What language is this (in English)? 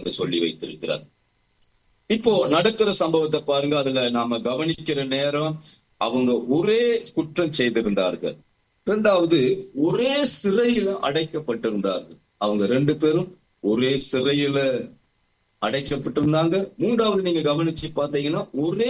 Tamil